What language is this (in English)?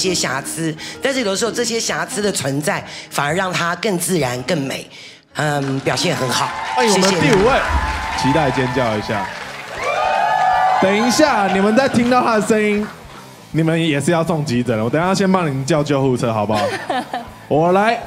Chinese